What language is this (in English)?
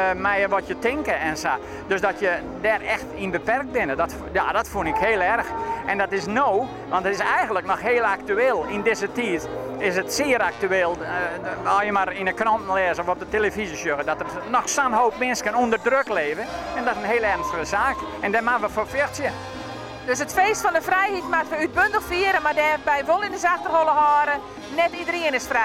Western Frisian